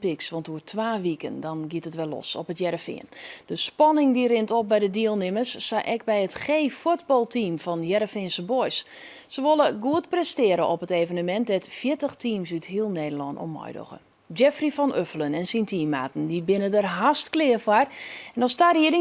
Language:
Western Frisian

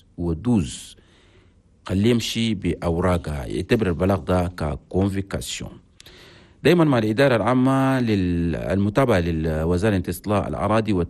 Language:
Chadian Arabic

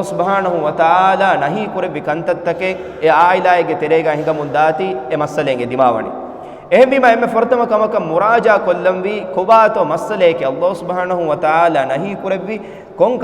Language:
Divehi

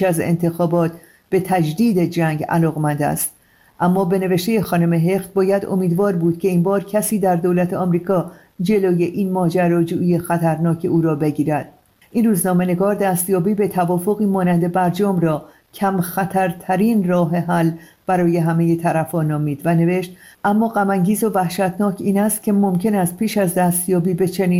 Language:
Persian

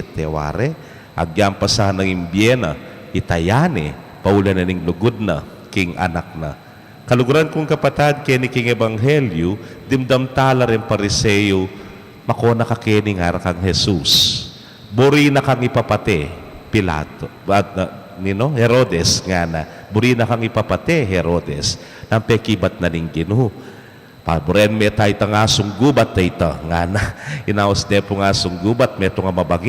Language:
Pampanga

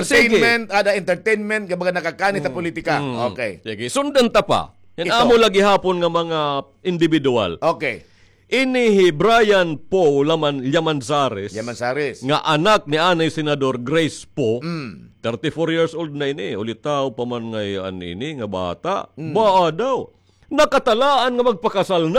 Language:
Waray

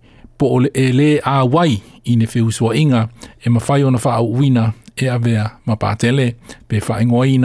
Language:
Samoan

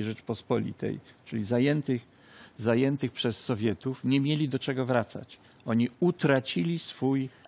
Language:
Polish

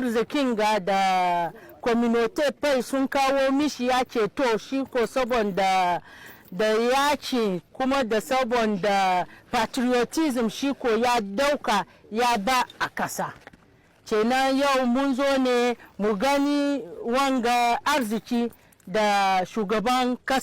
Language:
Hausa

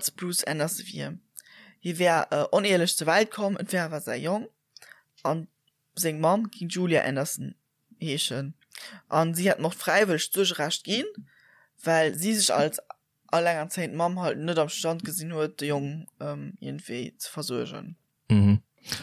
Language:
Luxembourgish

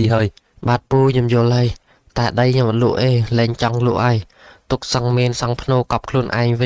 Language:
Khmer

